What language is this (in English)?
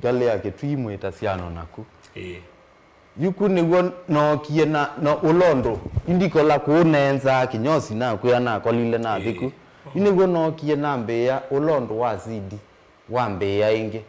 Kamba